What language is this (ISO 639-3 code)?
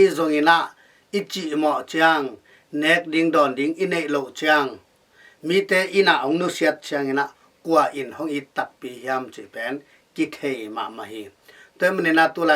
ctd